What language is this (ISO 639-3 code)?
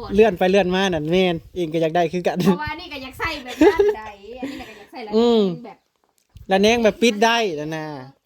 tts